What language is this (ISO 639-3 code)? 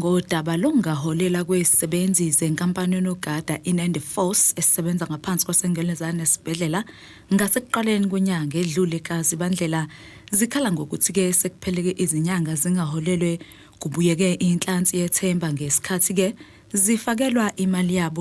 zul